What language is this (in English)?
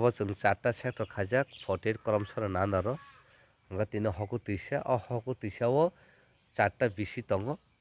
Kok Borok